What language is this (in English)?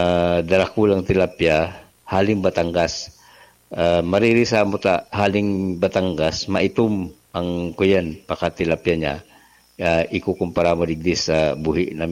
Bikol